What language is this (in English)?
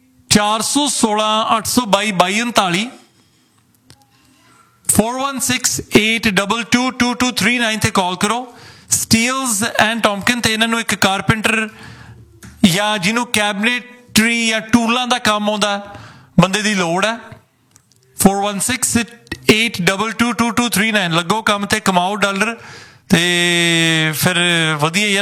Punjabi